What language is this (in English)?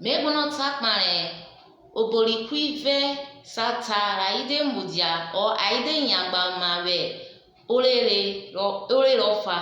Urhobo